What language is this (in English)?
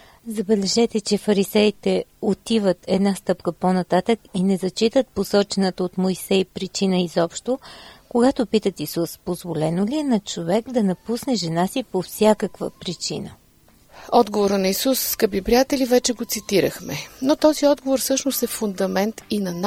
Bulgarian